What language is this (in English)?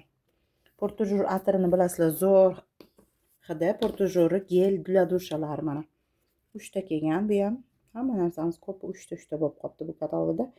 Uzbek